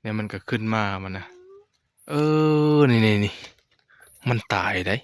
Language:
Northeastern Thai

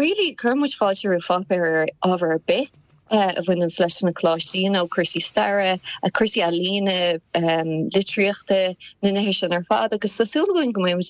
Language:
Irish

